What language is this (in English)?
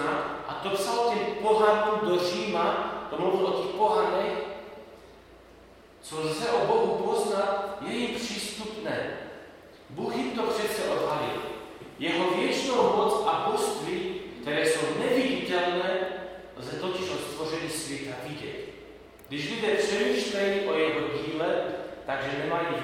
Slovak